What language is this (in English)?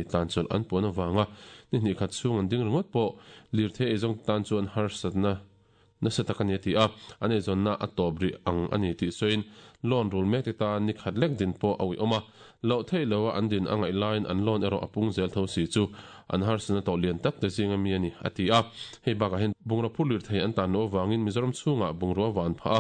Mizo